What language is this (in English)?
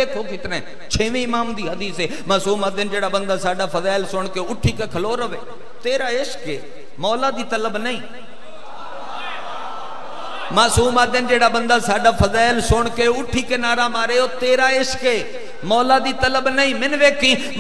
Western Panjabi